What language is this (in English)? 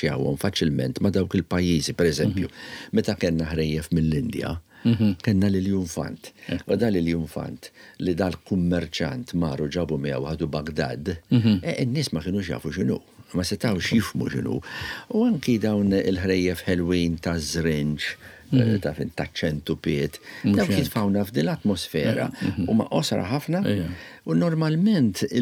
Maltese